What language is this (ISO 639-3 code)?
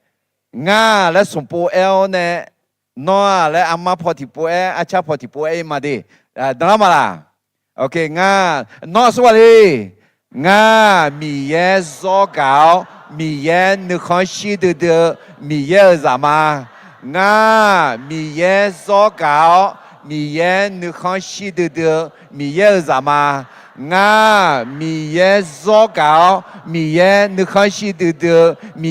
ahk